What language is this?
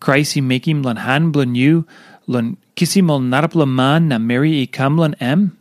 Tok Pisin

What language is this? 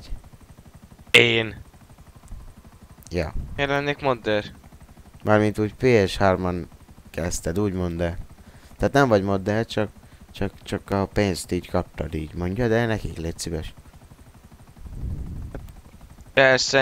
Hungarian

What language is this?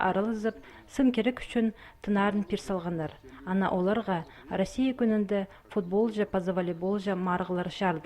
Khakas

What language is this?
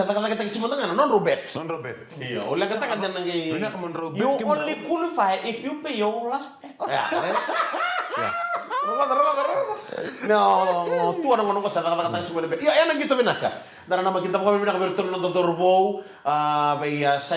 Fijian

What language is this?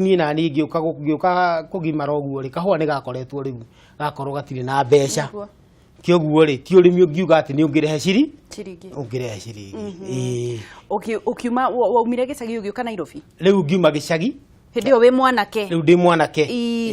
Kikuyu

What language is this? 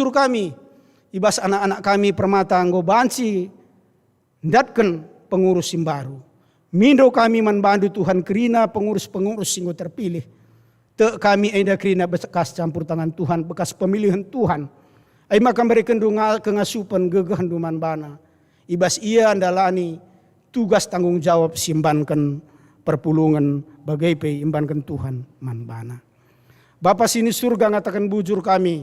Batak Karo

